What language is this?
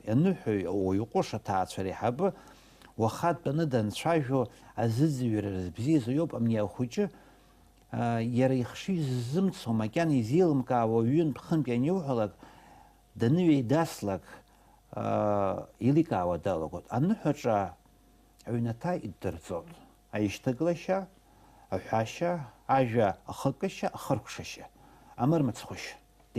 Abkhazian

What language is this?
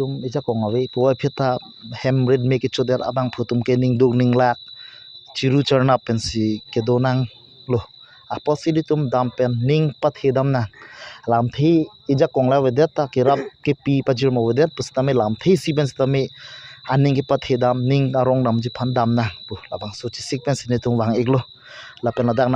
Karbi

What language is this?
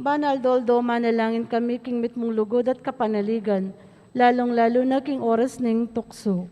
Pampanga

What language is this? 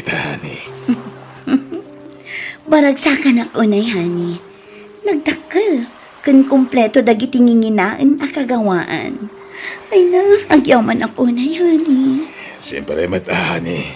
Iloko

